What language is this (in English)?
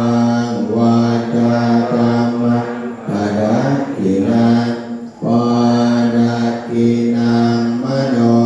Pali